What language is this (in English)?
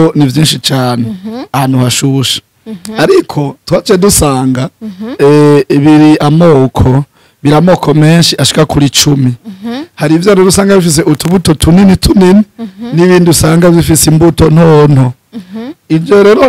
Rundi